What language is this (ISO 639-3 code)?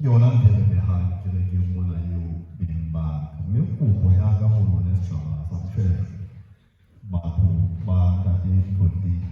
sot